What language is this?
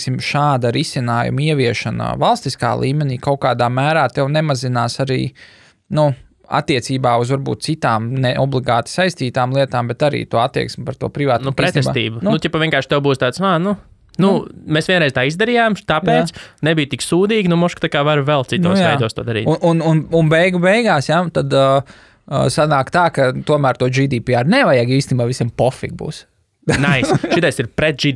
Latvian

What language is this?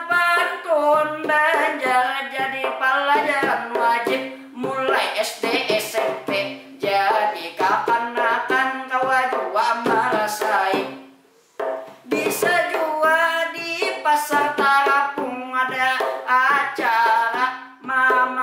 Banjar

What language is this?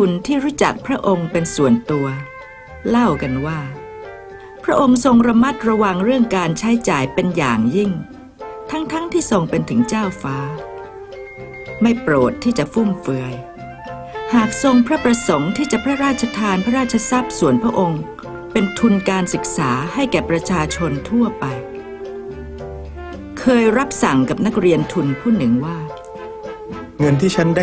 Thai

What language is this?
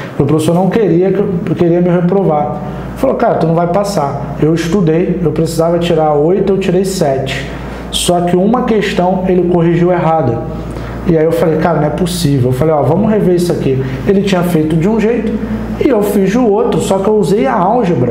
Portuguese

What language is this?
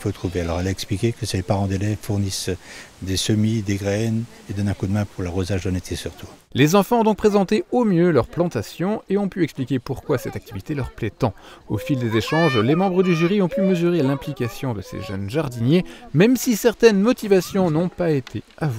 French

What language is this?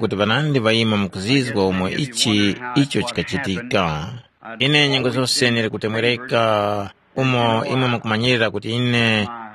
Tumbuka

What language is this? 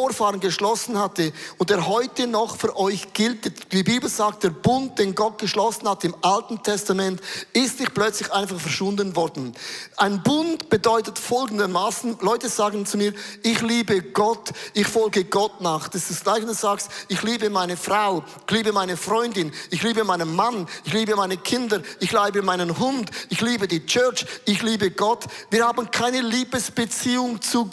Swiss German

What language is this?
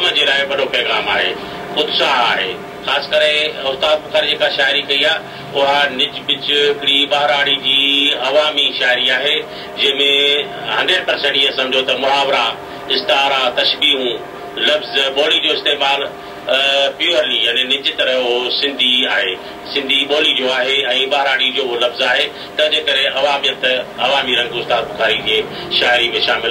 Sindhi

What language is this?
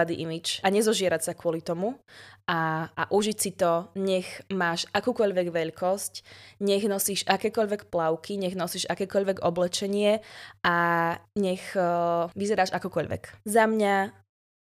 Slovak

